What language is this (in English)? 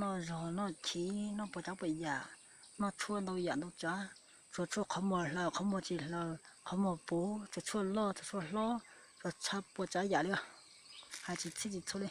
Hmong